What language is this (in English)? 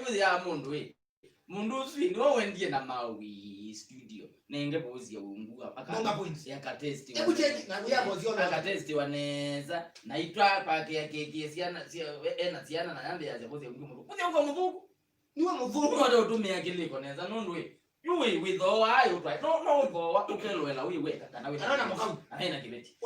Kamba